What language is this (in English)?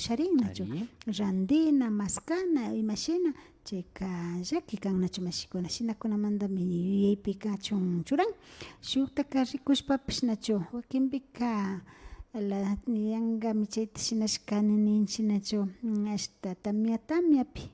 Imbabura Highland Quichua